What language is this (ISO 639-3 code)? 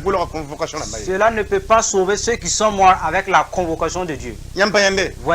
mos